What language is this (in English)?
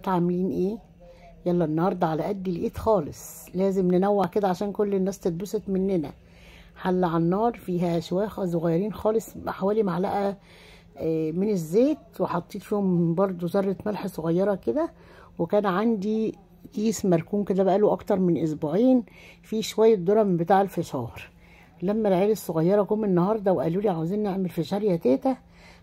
Egyptian Arabic